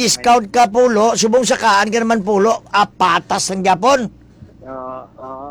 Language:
Hiligaynon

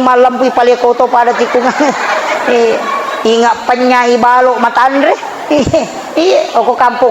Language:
Buginese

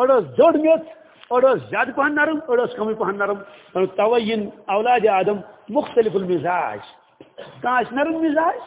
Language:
Kashmiri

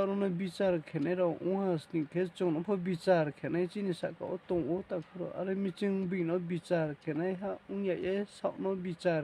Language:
Riang (India)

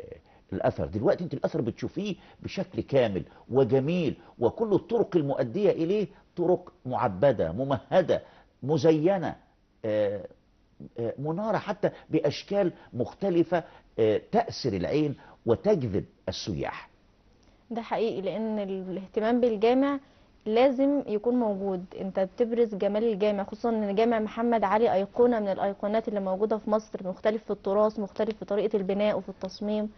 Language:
Egyptian Arabic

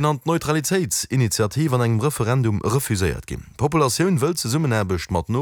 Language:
Luxembourgish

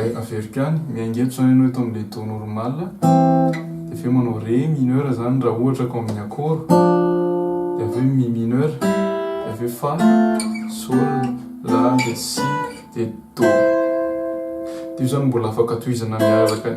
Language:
Malagasy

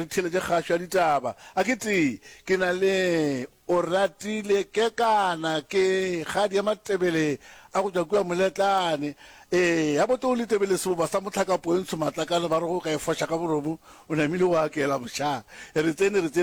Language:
Northern Sotho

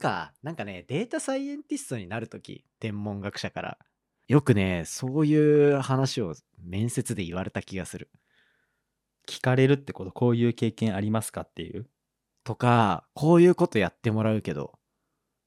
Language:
Japanese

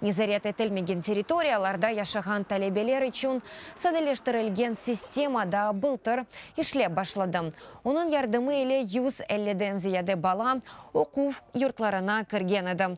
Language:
Crimean Tatar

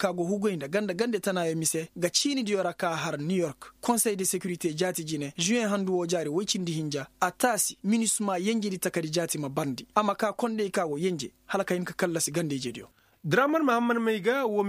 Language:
Koyraboro Senni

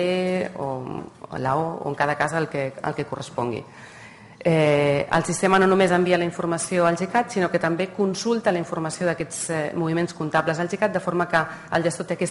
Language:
Catalan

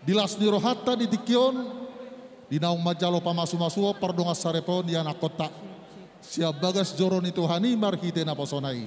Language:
Batak Toba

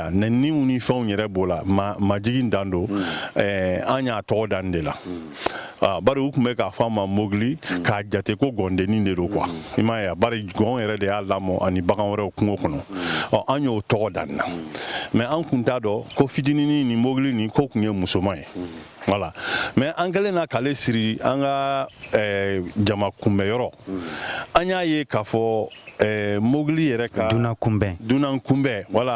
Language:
Bambara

